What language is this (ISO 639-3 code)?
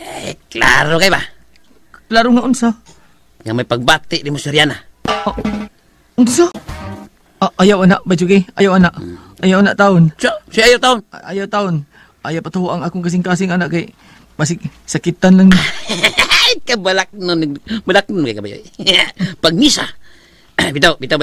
ceb